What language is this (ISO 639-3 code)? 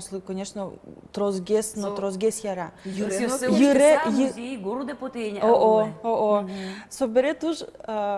udm